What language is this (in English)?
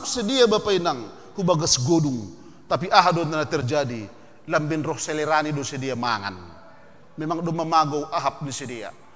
Batak Simalungun